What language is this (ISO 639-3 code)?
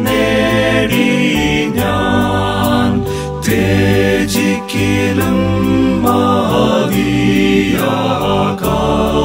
mal